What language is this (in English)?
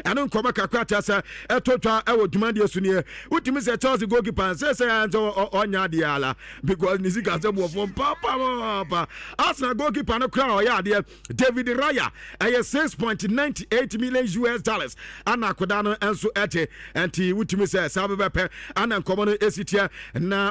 Akan